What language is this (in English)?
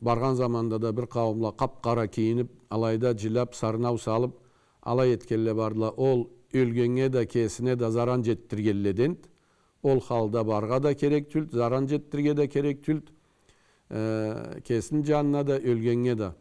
Karachay-Balkar